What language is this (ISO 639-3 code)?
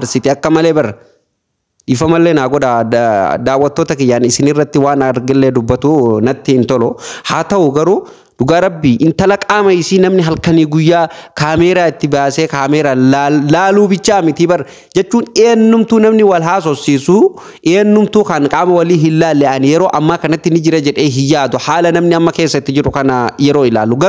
orm